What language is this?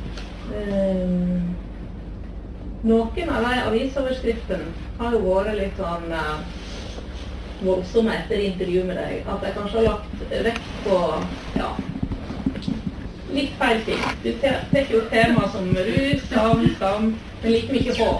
Norwegian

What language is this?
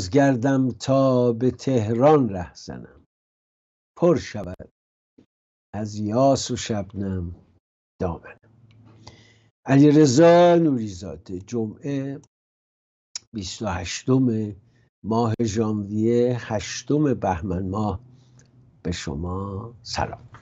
Persian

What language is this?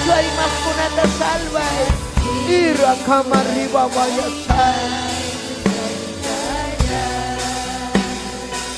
Ayacucho Quechua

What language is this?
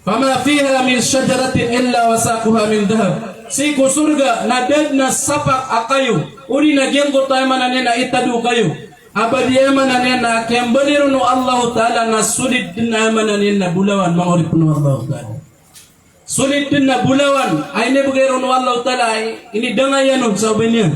Maranao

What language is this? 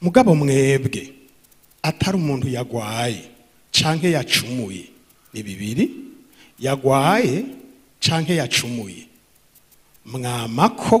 Rundi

